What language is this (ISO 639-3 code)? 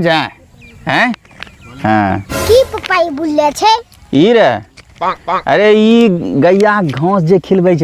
mai